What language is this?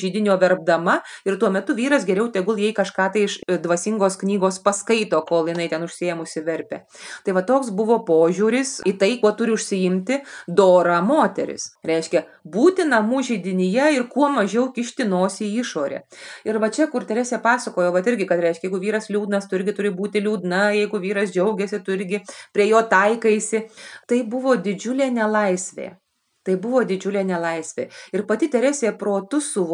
Lithuanian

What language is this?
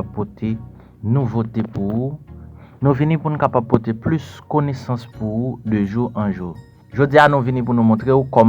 Haitian Creole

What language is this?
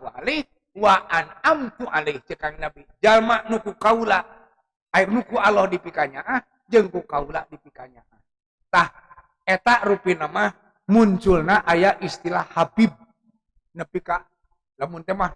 Sundanese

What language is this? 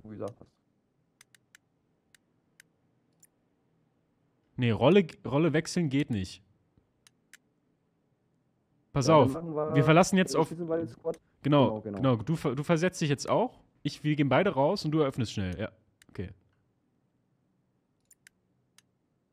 German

